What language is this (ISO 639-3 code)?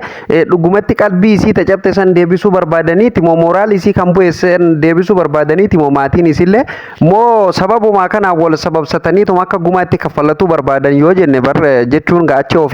orm